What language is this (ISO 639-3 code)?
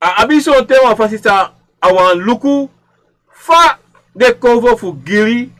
srn